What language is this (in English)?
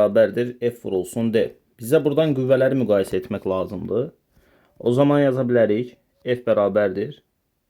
Azerbaijani